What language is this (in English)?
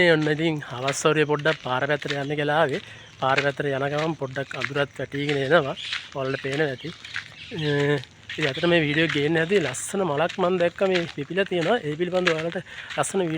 Sinhala